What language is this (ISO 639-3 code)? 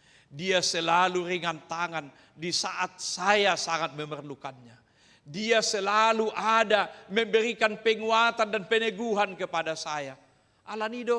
bbc